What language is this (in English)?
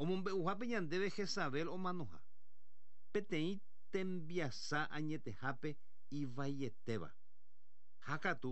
Guarani